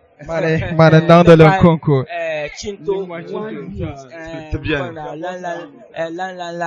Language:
Dagbani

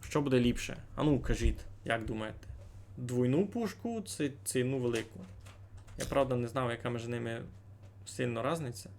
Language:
Rusyn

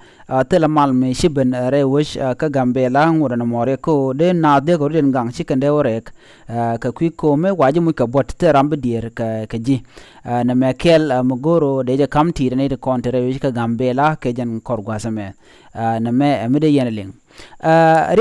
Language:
Nuer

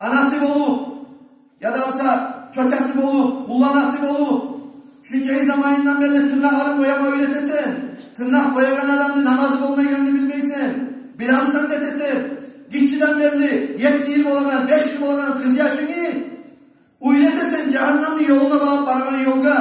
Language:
Kumyk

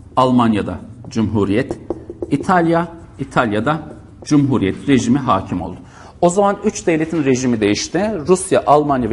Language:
Turkish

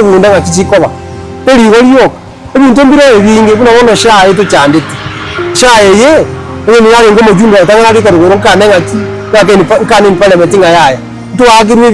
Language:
Gusii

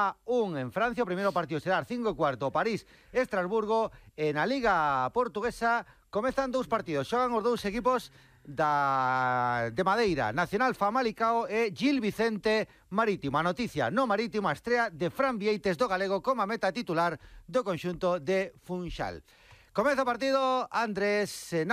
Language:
Galician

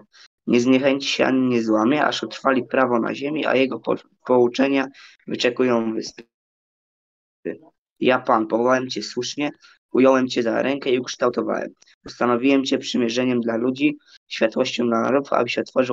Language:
Polish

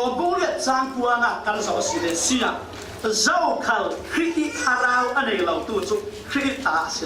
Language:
Falam Chin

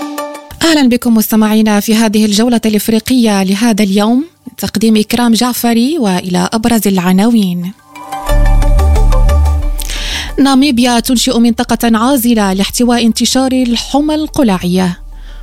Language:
Arabic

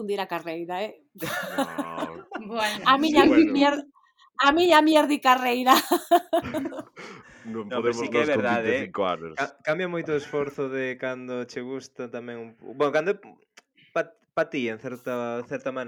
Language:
Galician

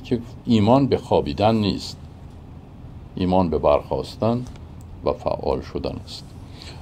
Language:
Persian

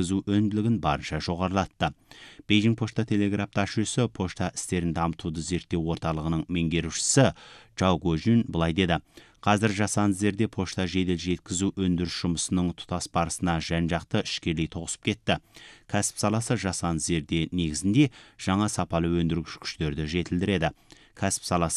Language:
Kazakh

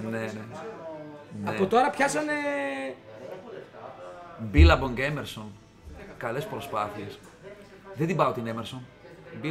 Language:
Greek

